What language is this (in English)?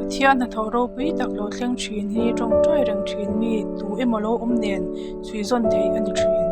Mizo